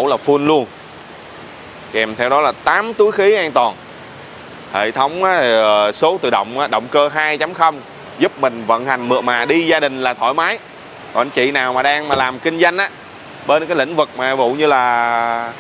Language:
Vietnamese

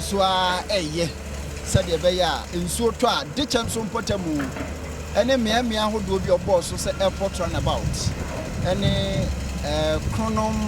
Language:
Akan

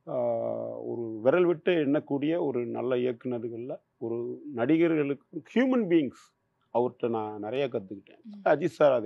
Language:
Tamil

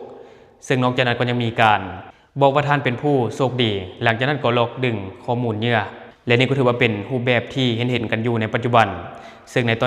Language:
Lao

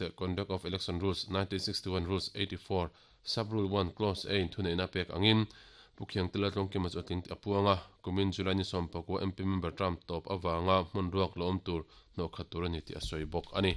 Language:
Mizo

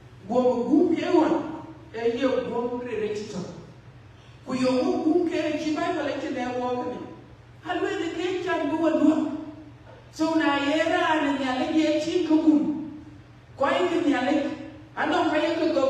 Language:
Dinka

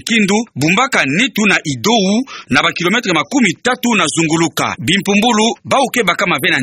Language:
Kituba (Democratic Republic of Congo)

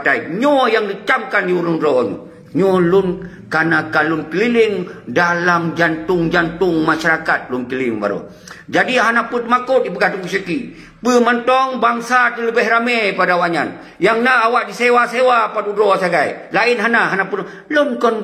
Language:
Achinese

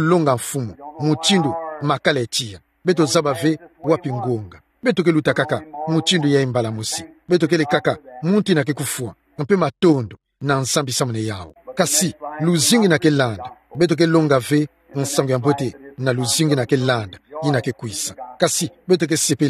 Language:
Kituba (Democratic Republic of Congo)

